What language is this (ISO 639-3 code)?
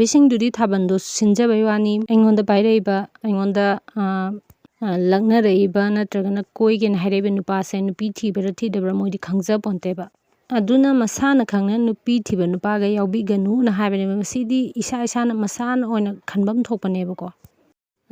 mni